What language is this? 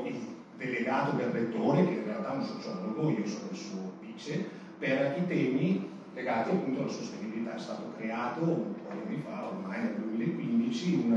Italian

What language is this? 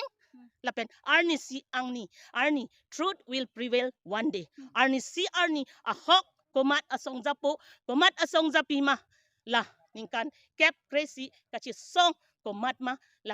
Karbi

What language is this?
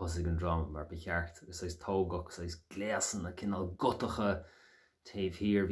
Irish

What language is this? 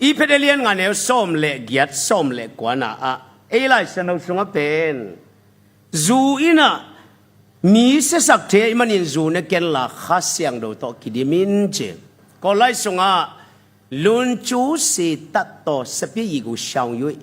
Tedim Chin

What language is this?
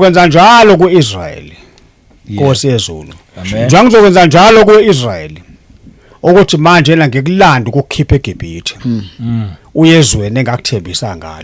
Zulu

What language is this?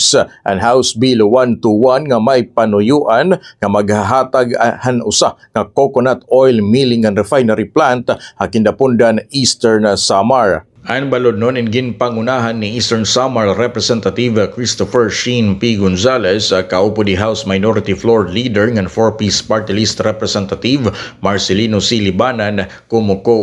Waray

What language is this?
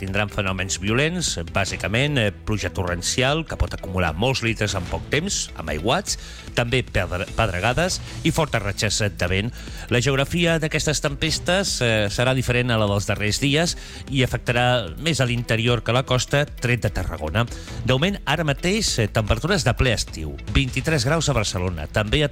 Catalan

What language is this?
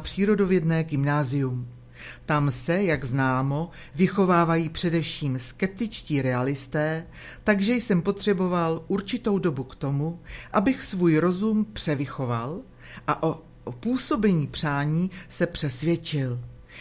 Czech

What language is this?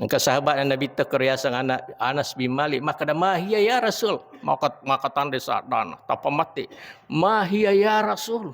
Buginese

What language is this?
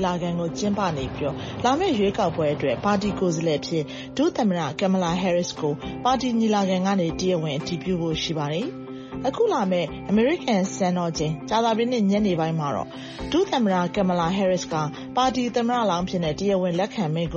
Burmese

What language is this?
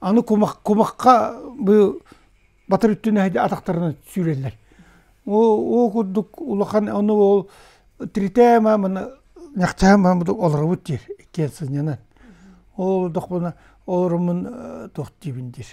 Yakut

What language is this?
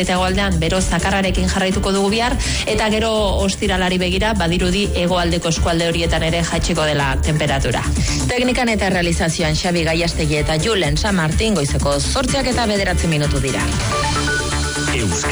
Basque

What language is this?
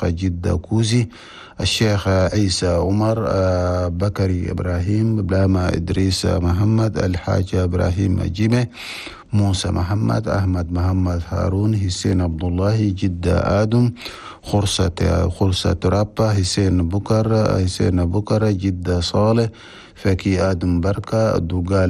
Chadian Arabic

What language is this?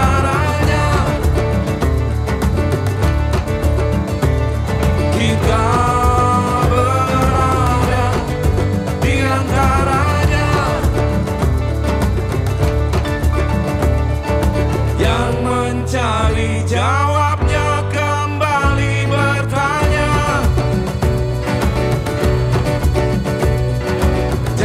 Indonesian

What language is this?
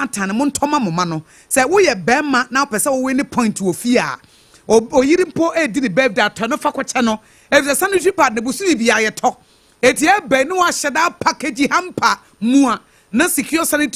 Akan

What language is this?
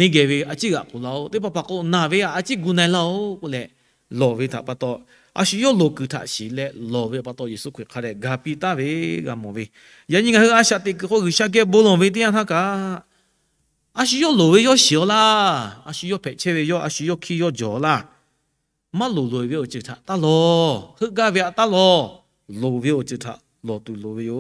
Lahu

